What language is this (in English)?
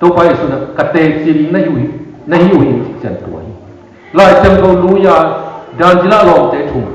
Tedim Chin